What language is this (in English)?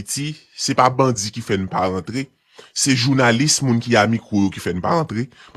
Haitian Creole